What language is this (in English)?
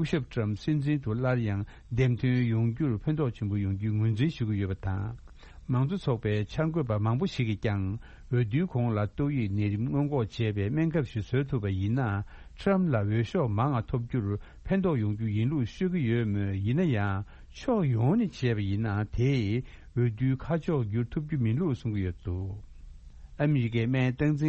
Tibetan